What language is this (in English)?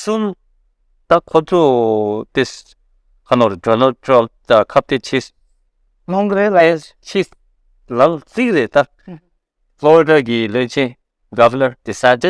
Tibetan